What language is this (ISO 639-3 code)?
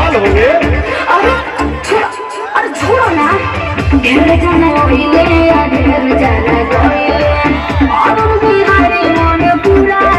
bho